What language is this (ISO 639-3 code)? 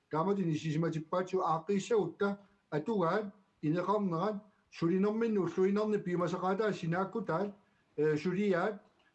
kal